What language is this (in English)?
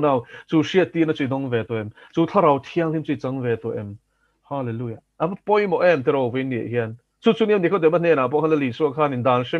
Mizo